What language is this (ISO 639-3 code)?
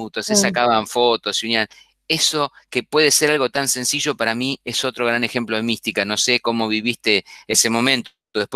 spa